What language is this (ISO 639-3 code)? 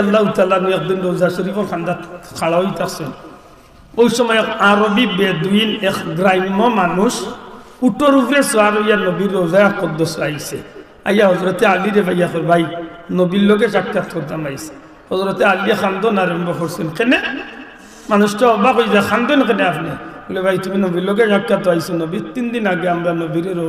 syl